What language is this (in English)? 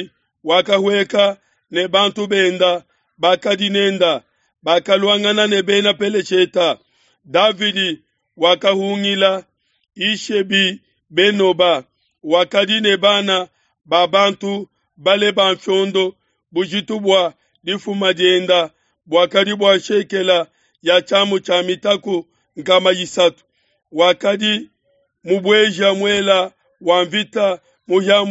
Luba-Lulua